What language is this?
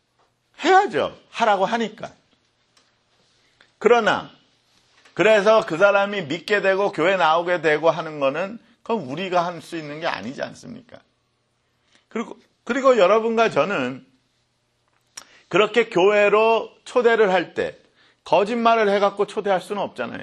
Korean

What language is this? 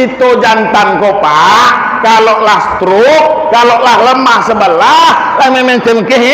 Minangkabau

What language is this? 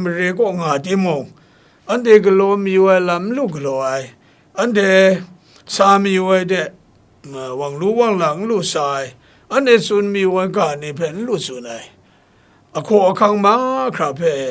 Kachin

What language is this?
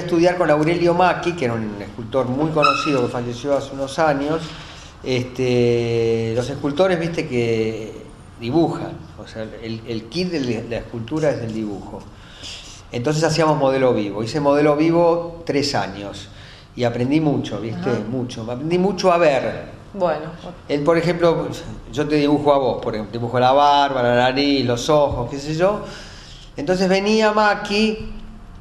Spanish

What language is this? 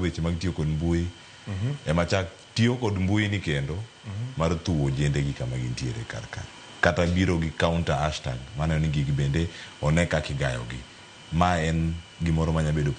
Luo (Kenya and Tanzania)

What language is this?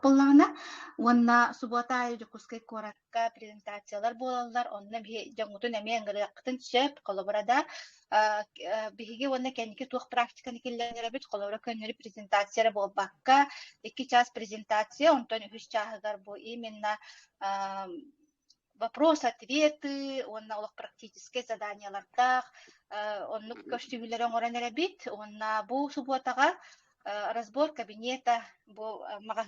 Yakut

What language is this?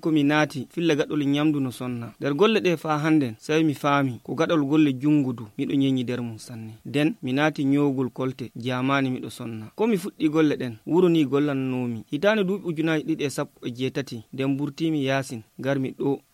Fula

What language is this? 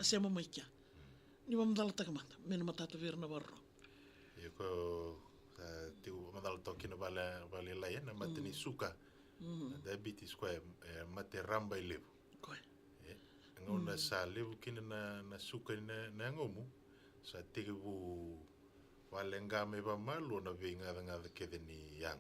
Fijian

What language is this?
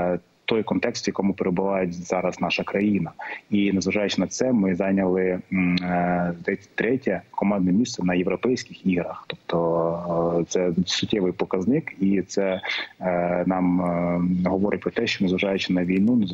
Ukrainian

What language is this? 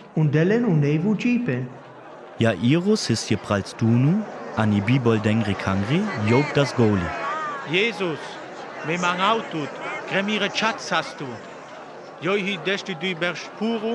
Sinte Romani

